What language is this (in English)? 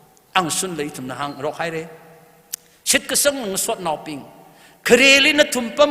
Tangkhul Naga (India)